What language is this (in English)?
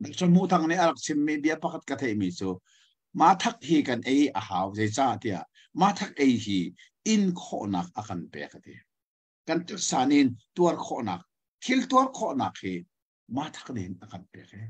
Hakha Chin